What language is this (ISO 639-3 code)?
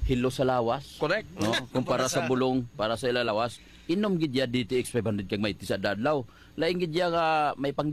hil